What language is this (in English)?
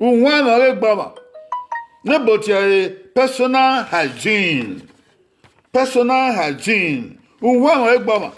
Bini